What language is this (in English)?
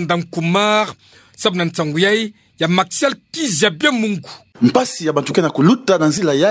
Kituba (Democratic Republic of Congo)